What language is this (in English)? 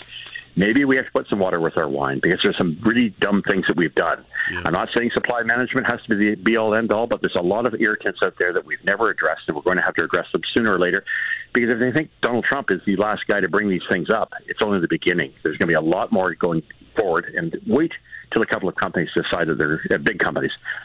English